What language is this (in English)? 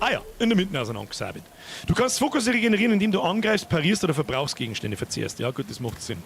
Bavarian